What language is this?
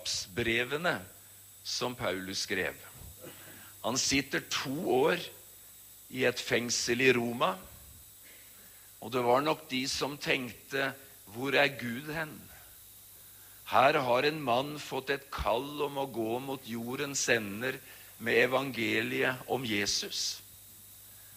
Norwegian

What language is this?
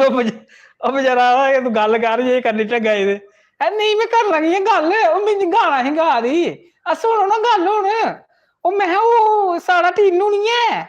Dogri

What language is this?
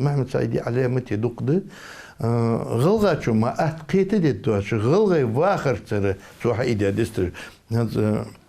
Ingush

